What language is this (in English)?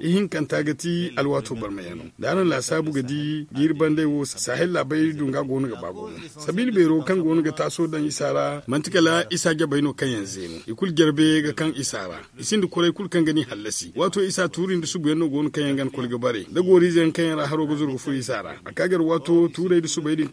Zarma